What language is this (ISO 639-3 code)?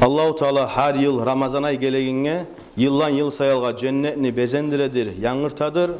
kum